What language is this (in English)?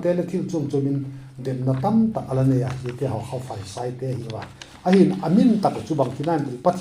Vaiphei